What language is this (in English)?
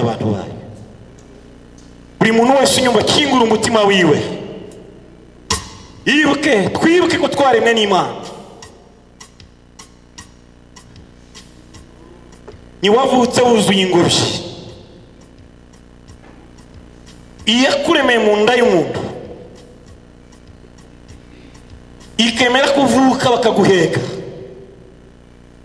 Kinyarwanda